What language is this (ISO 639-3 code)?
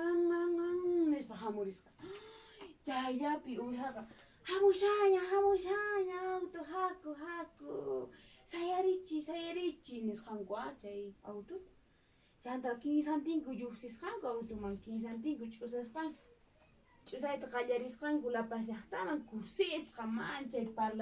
que